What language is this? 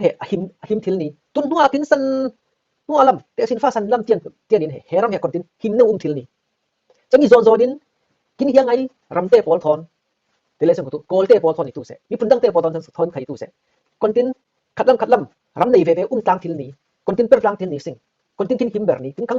Falam Chin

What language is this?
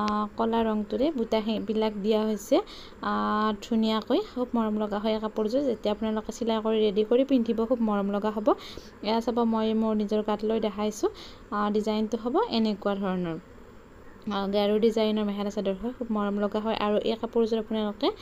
Assamese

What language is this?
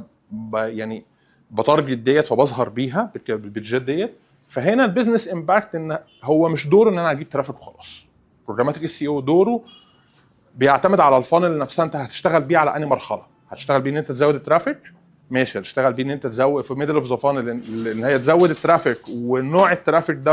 Egyptian Arabic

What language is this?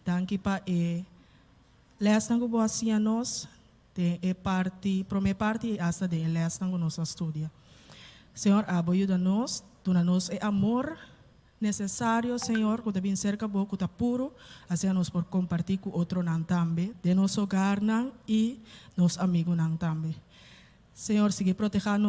Papiamento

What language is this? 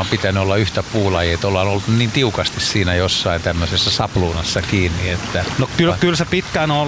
Finnish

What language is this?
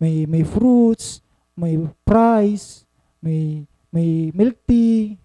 Waray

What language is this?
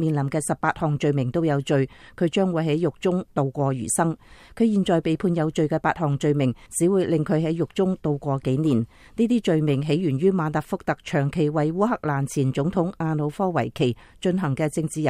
Cantonese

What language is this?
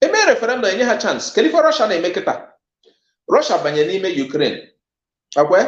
Igbo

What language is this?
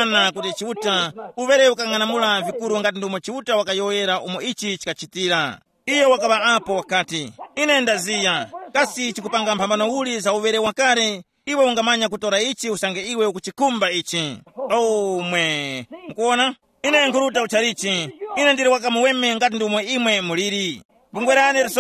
Tumbuka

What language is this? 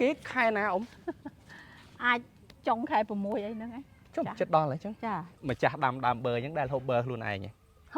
Khmer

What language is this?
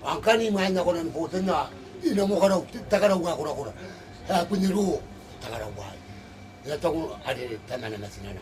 Gilbertese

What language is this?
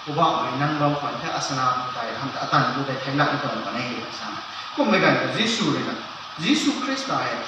Rongmei Naga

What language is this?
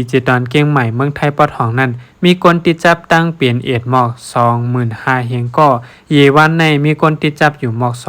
Shan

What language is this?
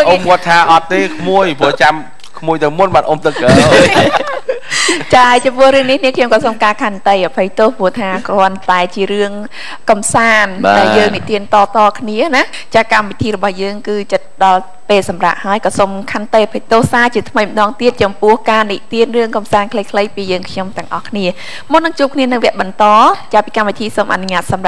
Khmer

